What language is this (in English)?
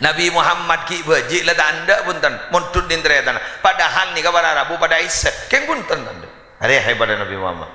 Madurese